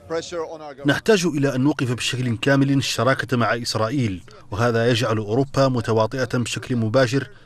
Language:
Arabic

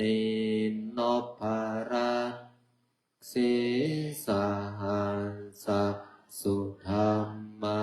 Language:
Pali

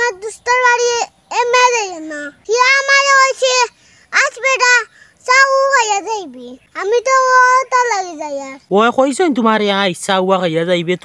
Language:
Sylheti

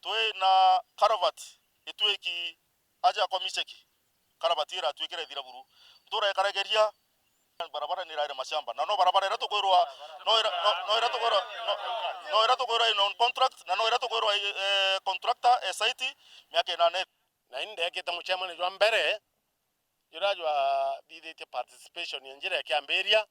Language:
Meru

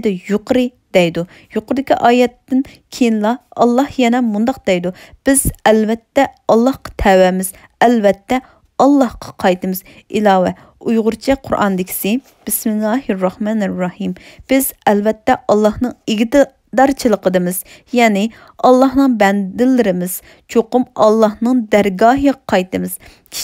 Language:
Uyghur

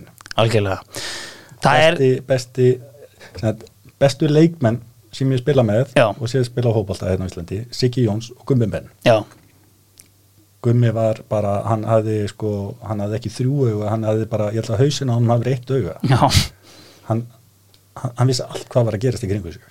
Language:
Icelandic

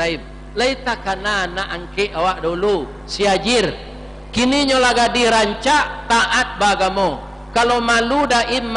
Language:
Minangkabau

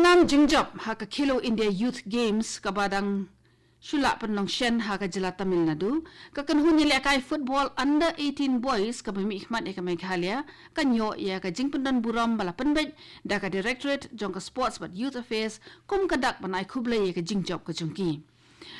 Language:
Khasi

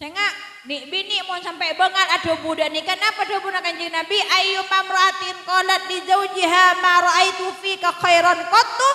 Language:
Madurese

